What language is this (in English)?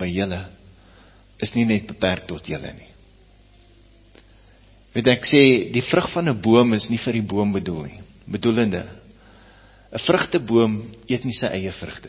Afrikaans